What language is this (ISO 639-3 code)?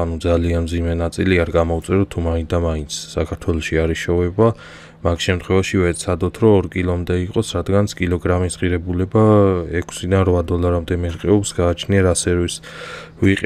kat